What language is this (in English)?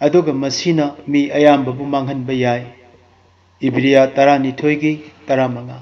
Manipuri